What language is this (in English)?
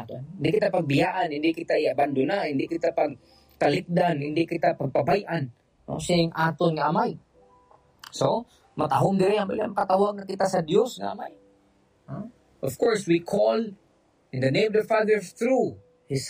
Hiligaynon